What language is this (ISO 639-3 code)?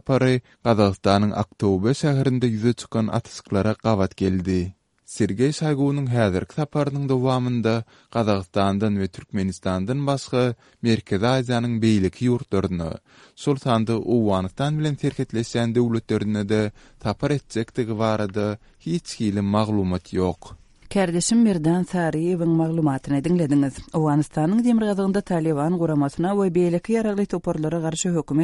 tuk